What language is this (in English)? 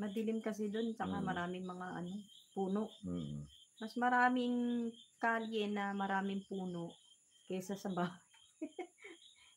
Filipino